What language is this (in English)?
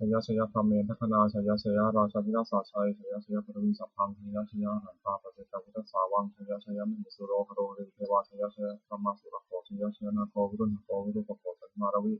Pali